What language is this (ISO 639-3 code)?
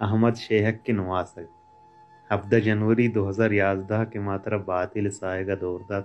bal